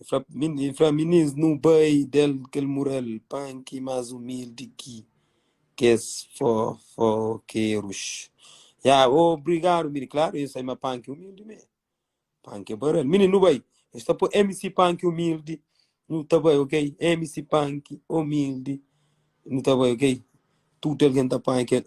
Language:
Kabuverdianu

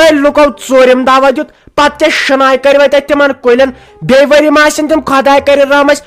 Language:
Kashmiri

